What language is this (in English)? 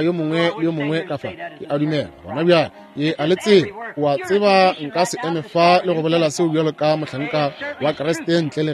Northern Sotho